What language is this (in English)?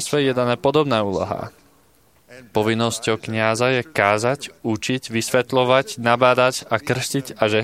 Slovak